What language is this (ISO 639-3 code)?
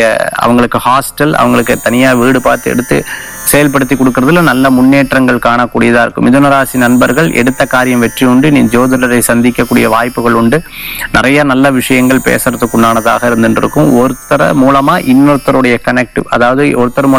tam